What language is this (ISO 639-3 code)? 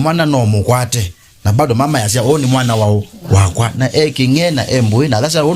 kam